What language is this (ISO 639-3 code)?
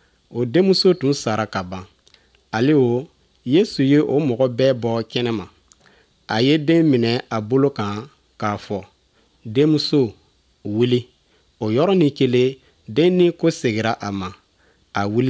bam